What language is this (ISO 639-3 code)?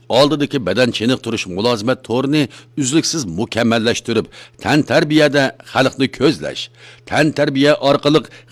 uig